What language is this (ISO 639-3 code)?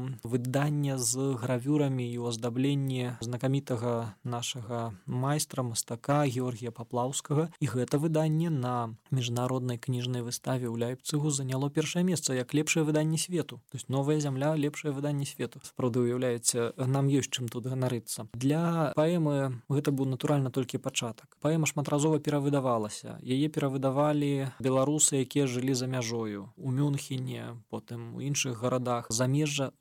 bel